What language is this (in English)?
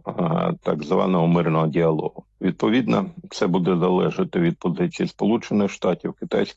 Ukrainian